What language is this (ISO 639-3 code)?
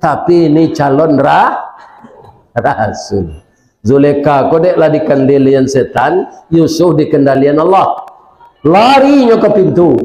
min